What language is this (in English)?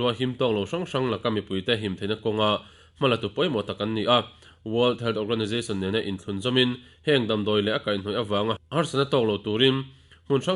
Mizo